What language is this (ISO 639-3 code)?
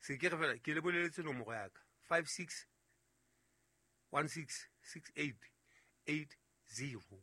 sot